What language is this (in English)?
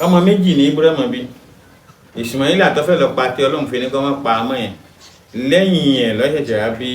Yoruba